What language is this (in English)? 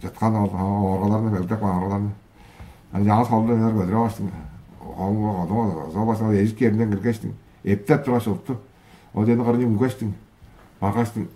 Tuvinian